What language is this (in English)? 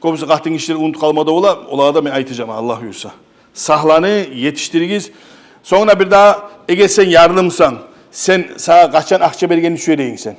Kumyk